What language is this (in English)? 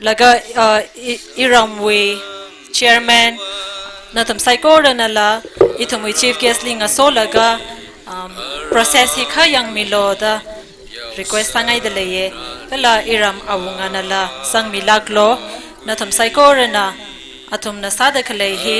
Tangkhul Naga (India)